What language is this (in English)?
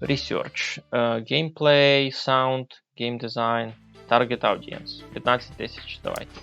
Rusyn